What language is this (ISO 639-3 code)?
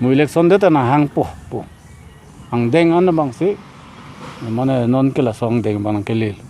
mjw